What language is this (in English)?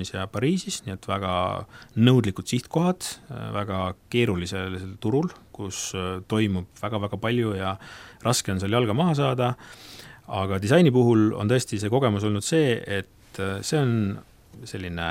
Estonian